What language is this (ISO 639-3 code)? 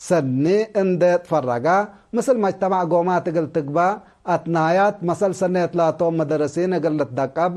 tig